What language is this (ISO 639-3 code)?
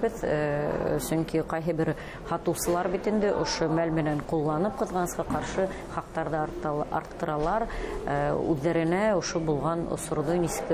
bak